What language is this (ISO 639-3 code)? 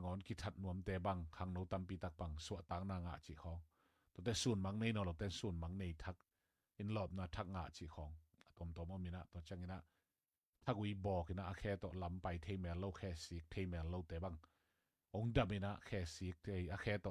ctd